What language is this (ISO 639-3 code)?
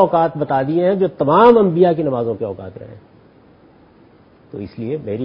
urd